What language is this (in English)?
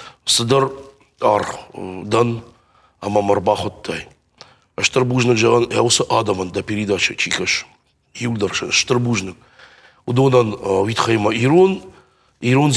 Ossetic